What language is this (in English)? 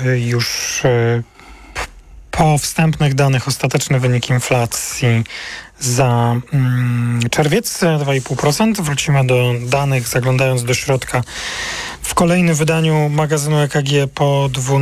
Polish